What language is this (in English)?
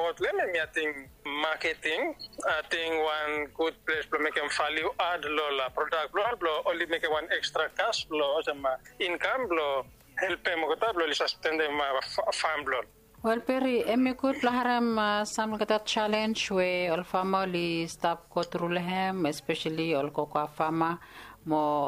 Bislama